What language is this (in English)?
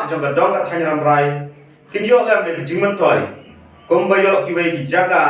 Khasi